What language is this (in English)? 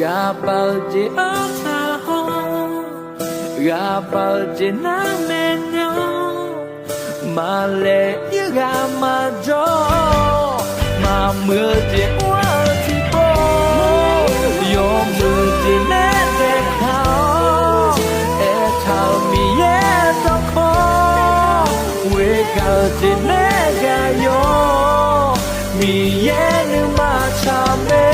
Akha